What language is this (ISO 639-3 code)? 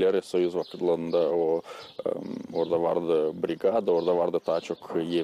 gag